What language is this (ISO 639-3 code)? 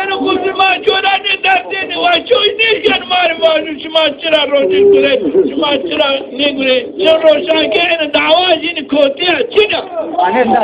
zza